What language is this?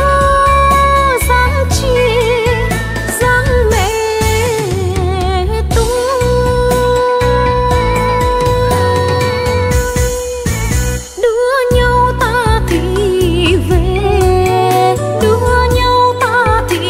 Vietnamese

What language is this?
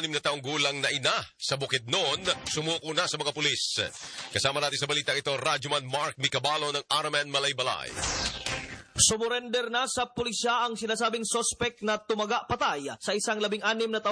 Filipino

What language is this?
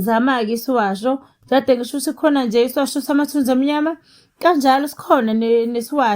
Zulu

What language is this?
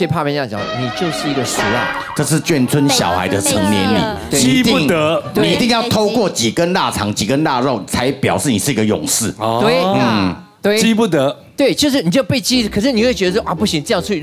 Chinese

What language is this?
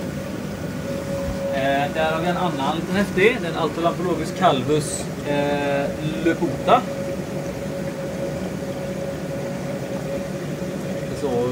Swedish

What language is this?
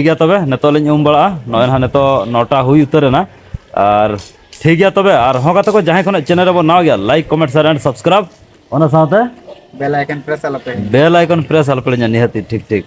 Santali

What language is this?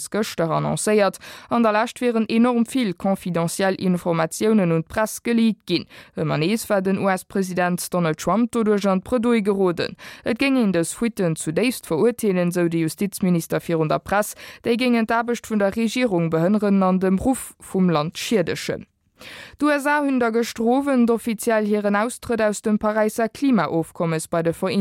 Luxembourgish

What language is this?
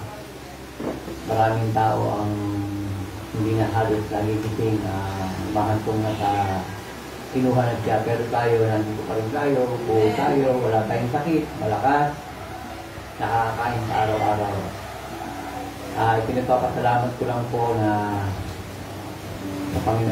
Filipino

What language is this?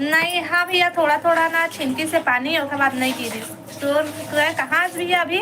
Chhattisgarhi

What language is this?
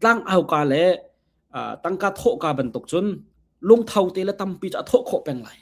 Hakha Chin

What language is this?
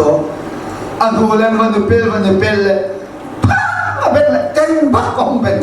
Hakha Chin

